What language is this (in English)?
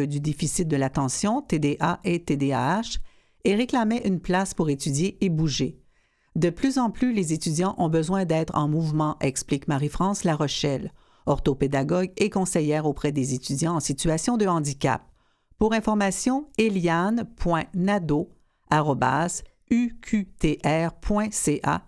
French